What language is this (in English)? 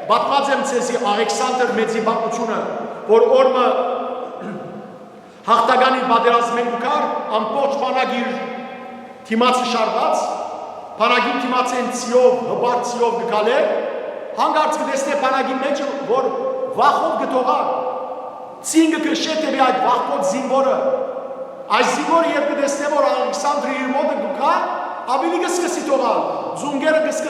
Western Armenian